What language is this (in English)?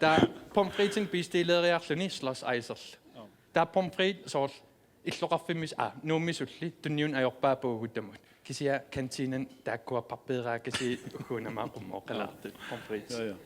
Kalaallisut